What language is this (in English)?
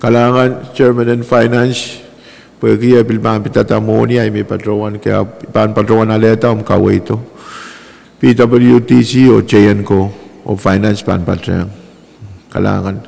Pohnpeian